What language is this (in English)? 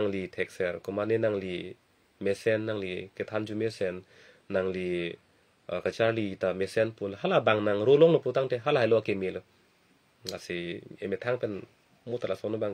Karbi